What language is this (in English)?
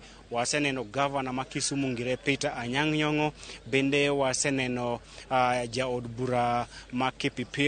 Luo (Kenya and Tanzania)